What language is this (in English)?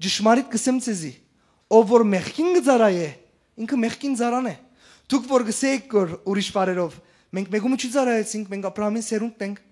Western Armenian